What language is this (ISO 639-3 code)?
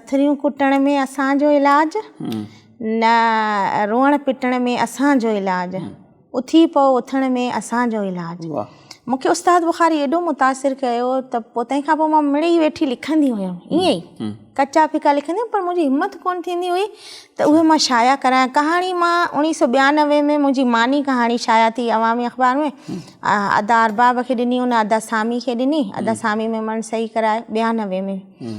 snd